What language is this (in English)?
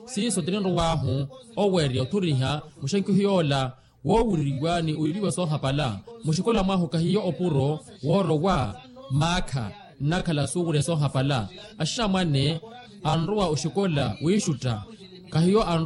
Makhuwa